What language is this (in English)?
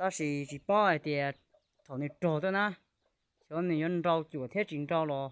Hmong